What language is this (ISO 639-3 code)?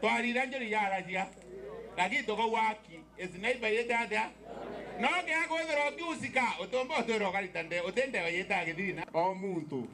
mer